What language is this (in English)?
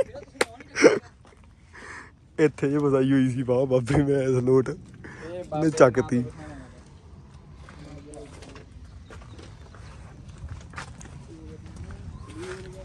Punjabi